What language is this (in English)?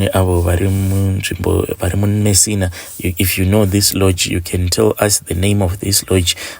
Shona